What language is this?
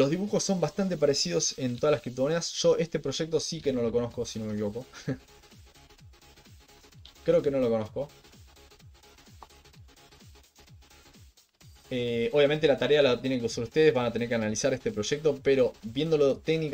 Spanish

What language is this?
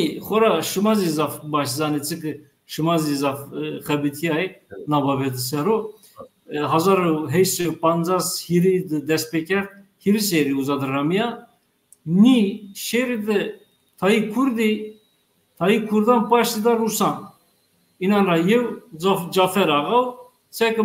Zaza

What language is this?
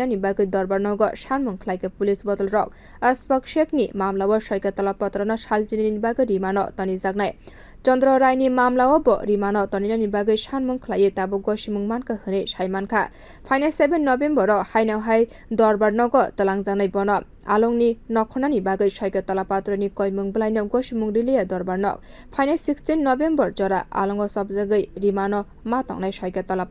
Kok Borok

